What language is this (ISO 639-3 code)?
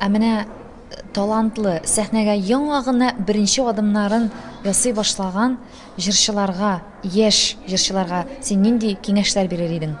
tat